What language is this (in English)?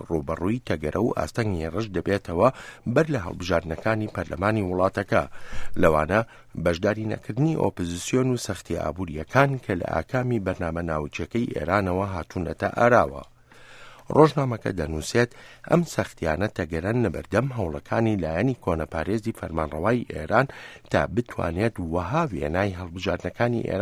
Central Kurdish